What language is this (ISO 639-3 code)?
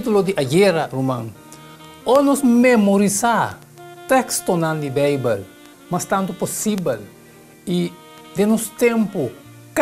pap